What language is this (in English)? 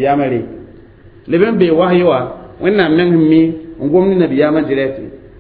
Mossi